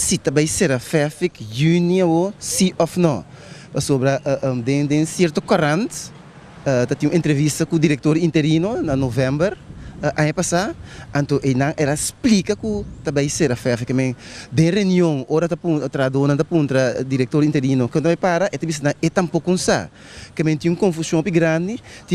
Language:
Papiamento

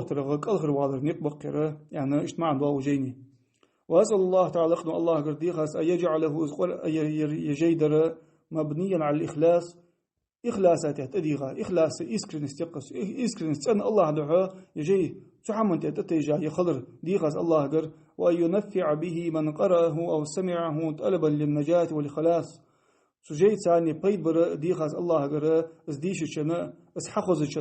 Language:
Ingush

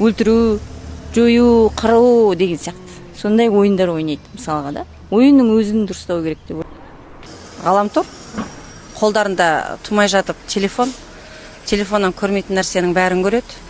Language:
Kazakh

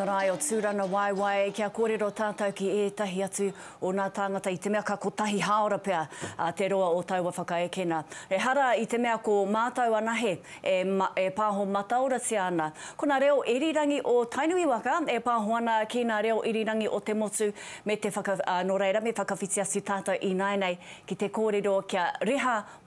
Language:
Māori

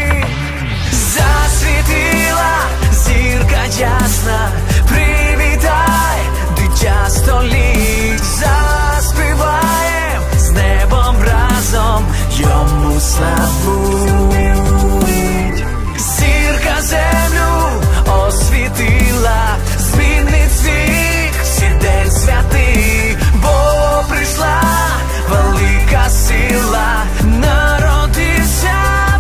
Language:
Ukrainian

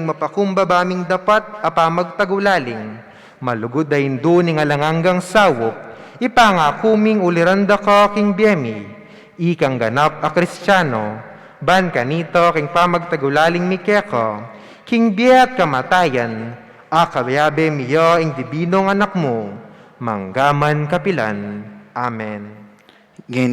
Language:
Pampanga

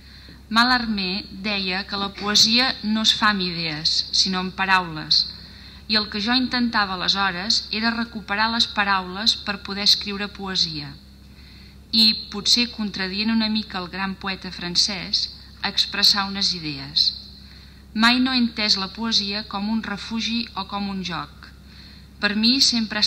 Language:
Catalan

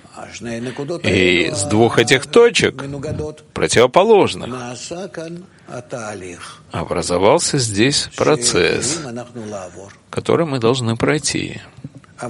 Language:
Russian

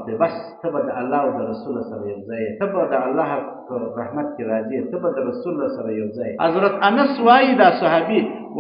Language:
Pashto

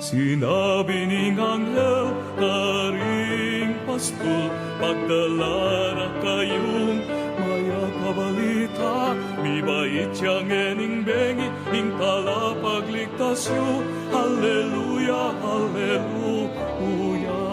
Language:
Pampanga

